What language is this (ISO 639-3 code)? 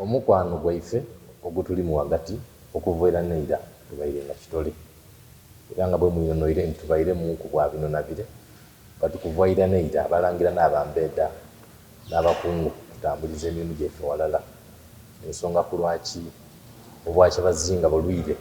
xog